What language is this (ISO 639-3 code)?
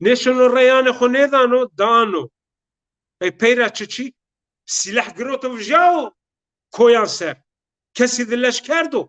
zza